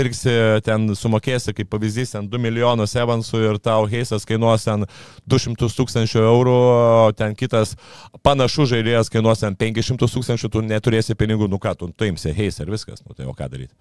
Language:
Lithuanian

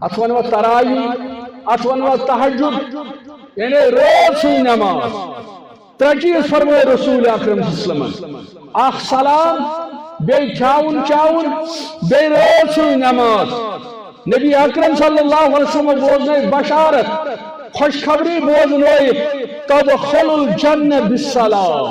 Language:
Kashmiri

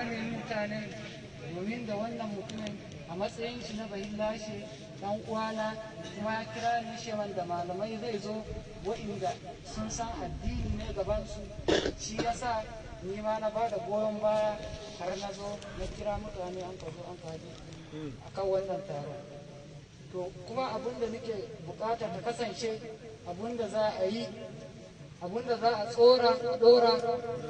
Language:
Hausa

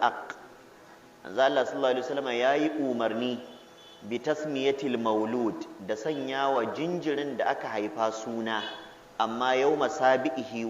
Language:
Hausa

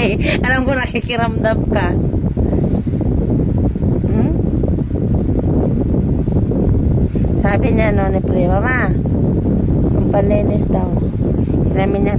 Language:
Filipino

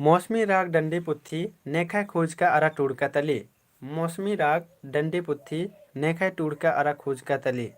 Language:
Kurukh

